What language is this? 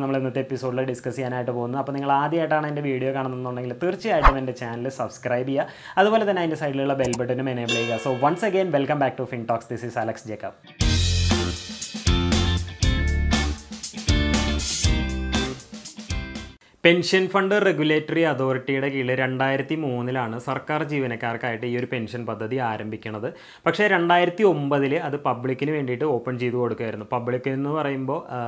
Malayalam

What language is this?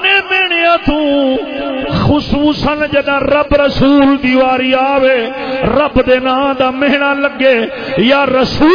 Saraiki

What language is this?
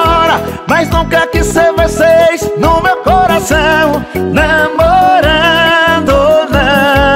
Portuguese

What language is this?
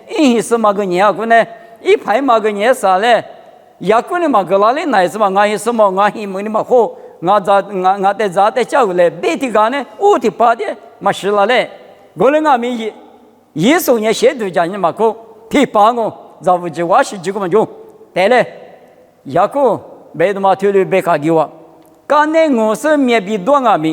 Lisu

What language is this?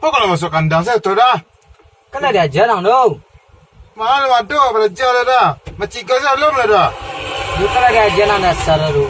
Minangkabau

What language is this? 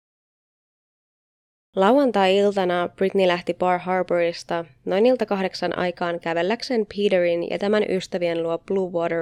Finnish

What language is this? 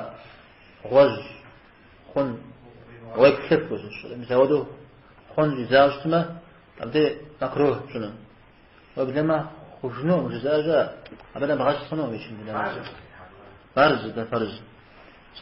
Kabardian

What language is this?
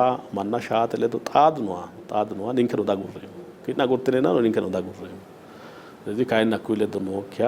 Sidamo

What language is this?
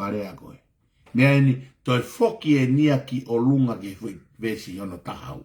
Tongan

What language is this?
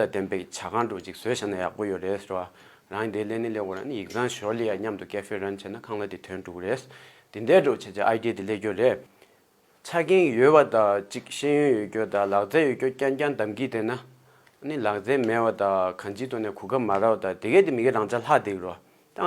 Tibetan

